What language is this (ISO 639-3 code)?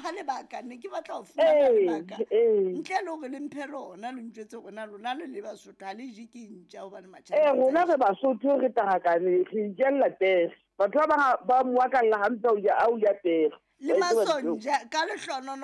sot